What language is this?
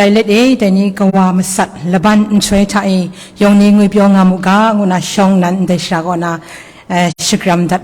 Kachin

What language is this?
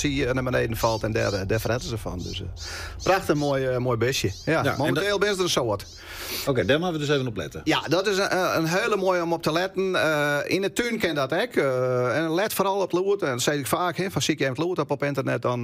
Western Frisian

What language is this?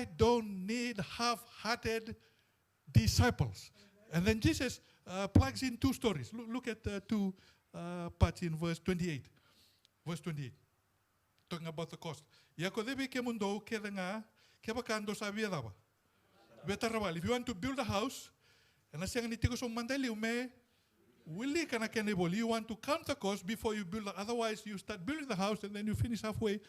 Fijian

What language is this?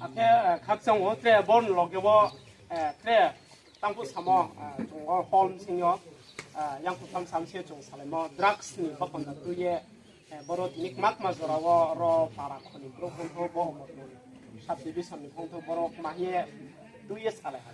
Riang (India)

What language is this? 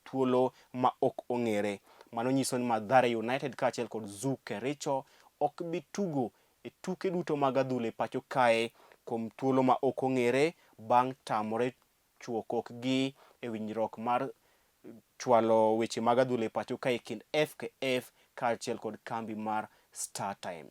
Luo (Kenya and Tanzania)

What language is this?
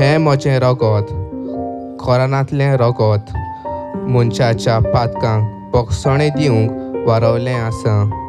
Konkani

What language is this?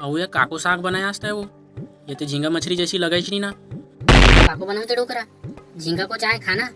Chhattisgarhi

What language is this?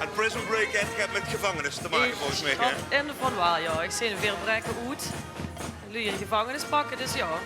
Limburgish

